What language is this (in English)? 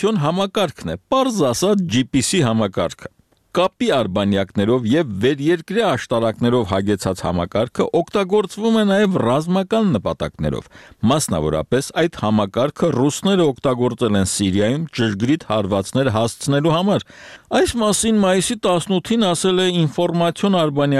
Armenian